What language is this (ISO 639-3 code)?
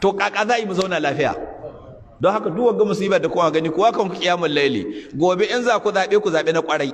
hau